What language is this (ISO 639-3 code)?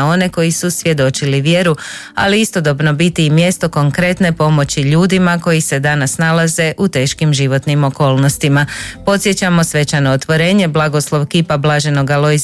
hrv